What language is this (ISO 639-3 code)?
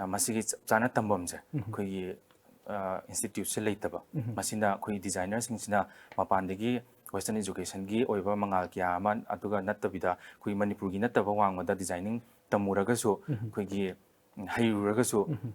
mni